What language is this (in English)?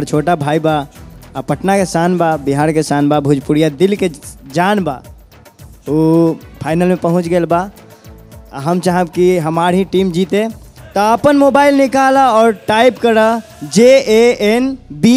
Bhojpuri